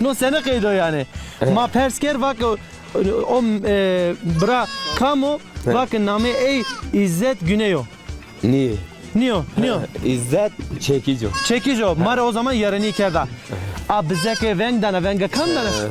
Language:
Zaza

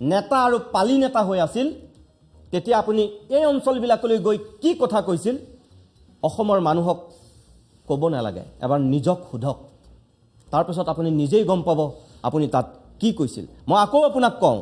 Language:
Assamese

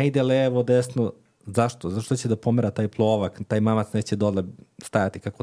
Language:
Serbian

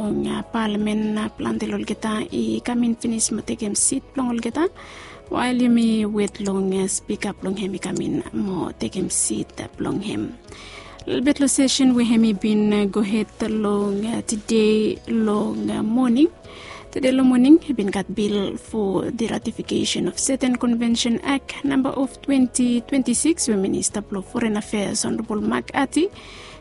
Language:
Bislama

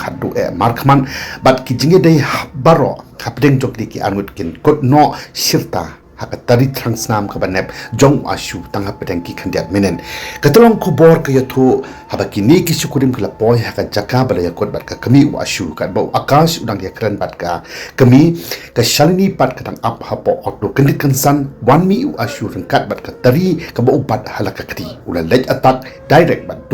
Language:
Khasi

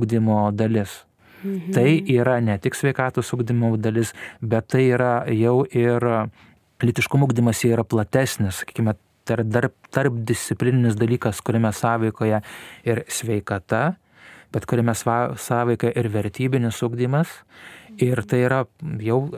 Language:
Lithuanian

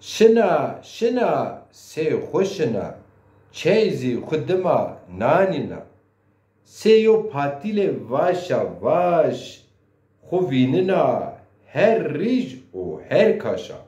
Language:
Zaza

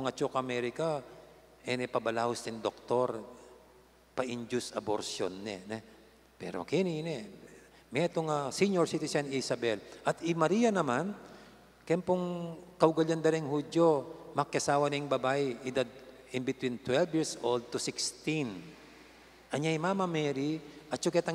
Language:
Pampanga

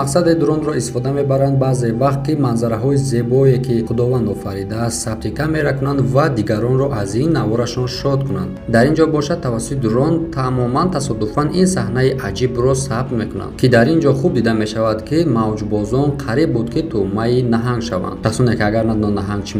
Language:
Tajik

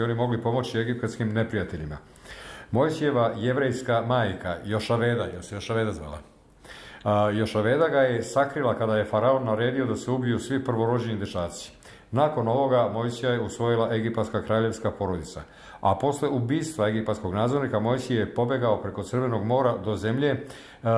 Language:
Serbian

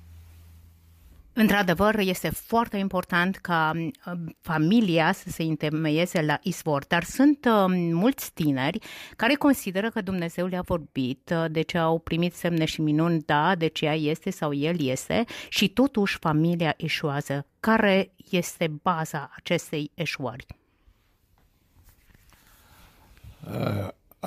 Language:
Romanian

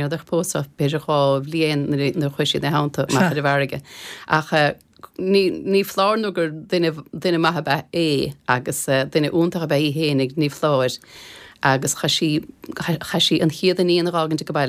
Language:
Irish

